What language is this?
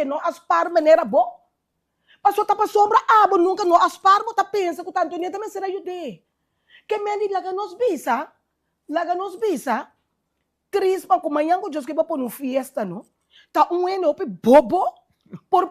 Papiamento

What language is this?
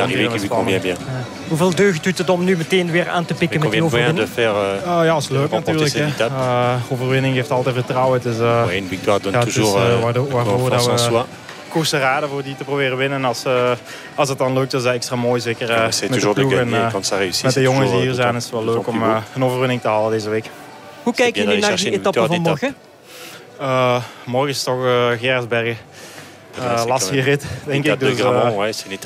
French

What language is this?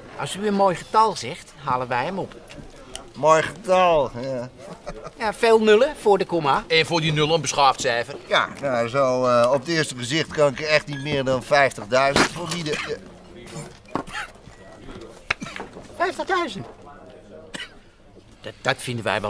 Dutch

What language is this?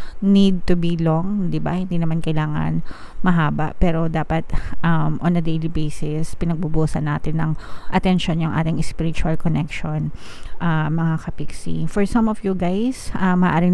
Filipino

